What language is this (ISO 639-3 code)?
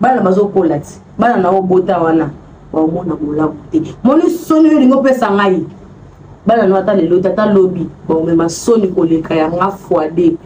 lin